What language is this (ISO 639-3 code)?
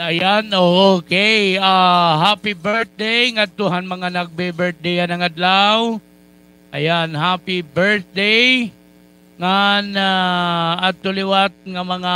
war